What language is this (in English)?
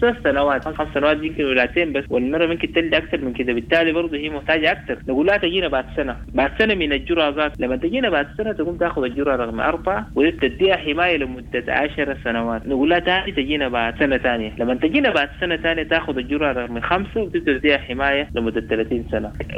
Sudanese Arabic